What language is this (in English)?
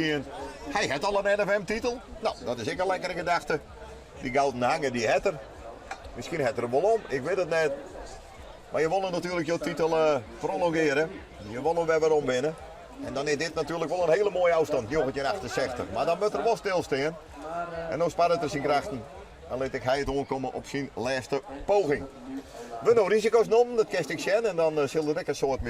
Western Frisian